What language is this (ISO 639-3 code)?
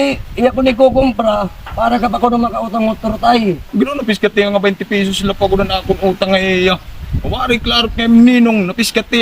war